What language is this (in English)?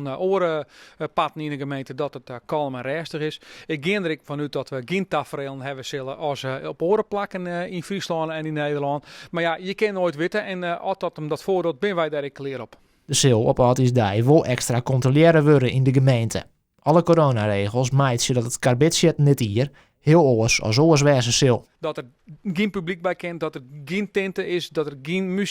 Western Frisian